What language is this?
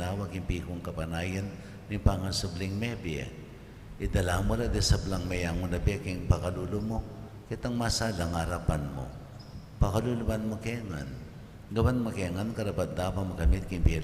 Pampanga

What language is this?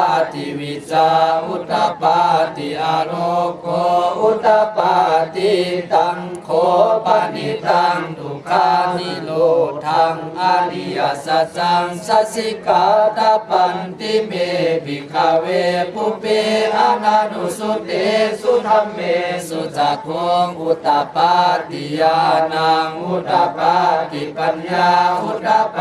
Pali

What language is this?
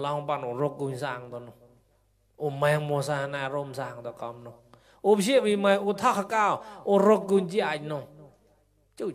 Mon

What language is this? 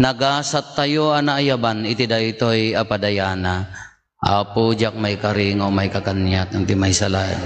Iloko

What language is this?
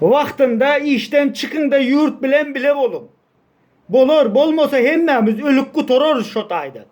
Turkmen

